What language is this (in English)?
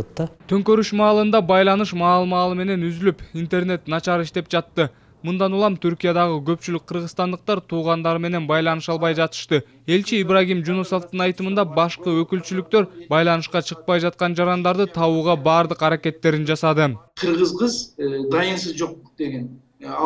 Kyrgyz